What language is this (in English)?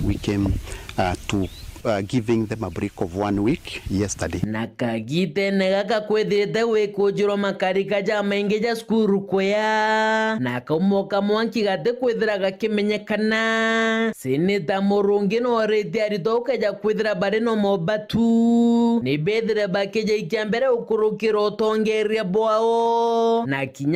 Meru